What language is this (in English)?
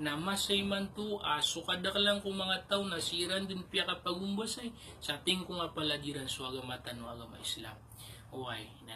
Maranao